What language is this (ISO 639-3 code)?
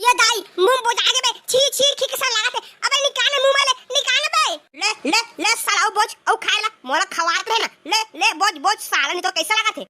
hne